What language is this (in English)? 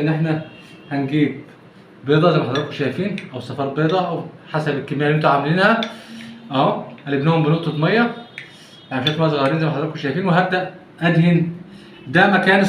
Egyptian Arabic